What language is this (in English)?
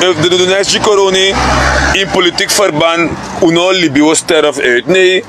Sranan Tongo